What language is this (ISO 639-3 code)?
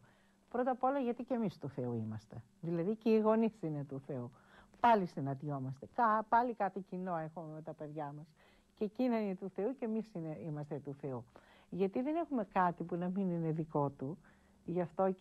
ell